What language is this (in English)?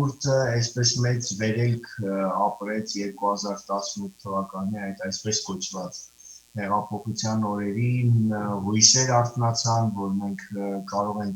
Western Armenian